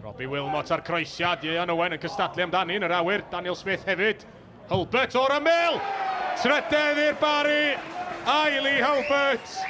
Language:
Welsh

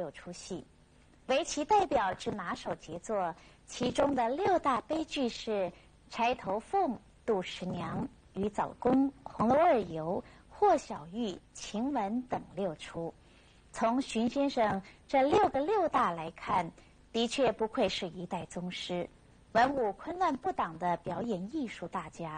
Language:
Chinese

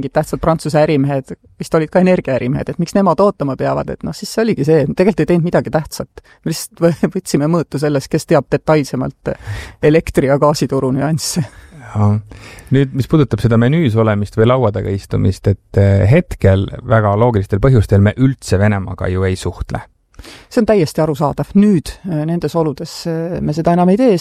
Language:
Estonian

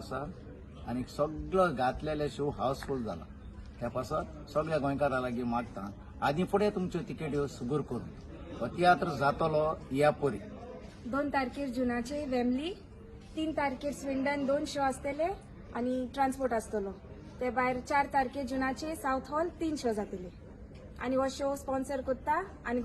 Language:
Konkani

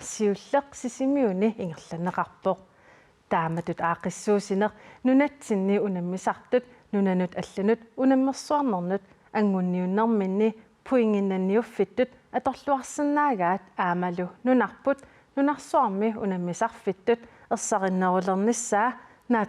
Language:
Kalaallisut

